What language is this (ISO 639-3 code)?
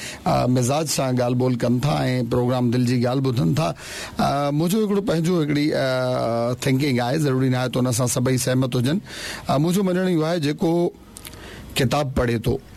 snd